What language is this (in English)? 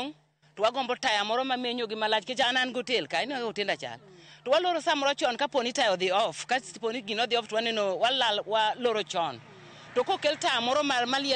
Luo (Kenya and Tanzania)